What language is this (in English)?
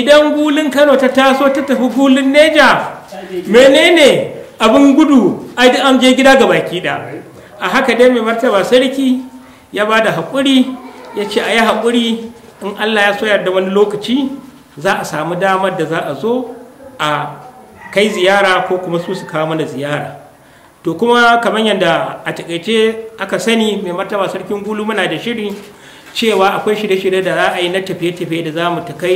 Hausa